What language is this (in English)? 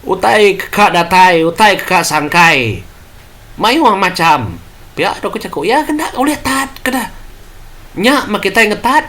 Iban